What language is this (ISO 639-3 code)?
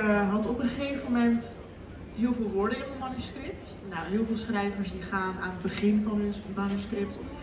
nld